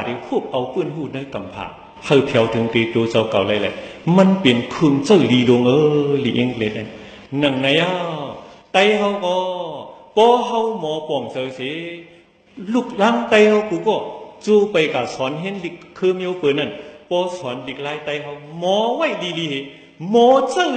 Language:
Shan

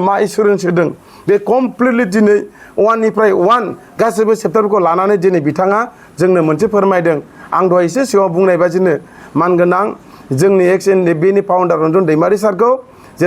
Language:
Bodo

